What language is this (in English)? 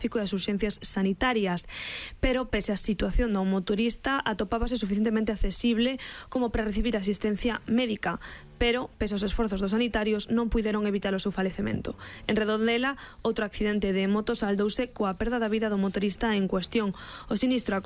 Galician